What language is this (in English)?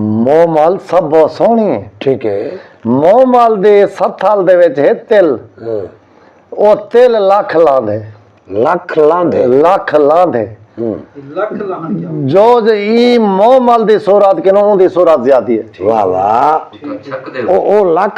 Saraiki